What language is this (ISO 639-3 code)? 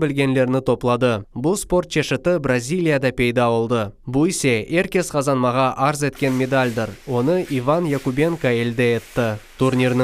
crh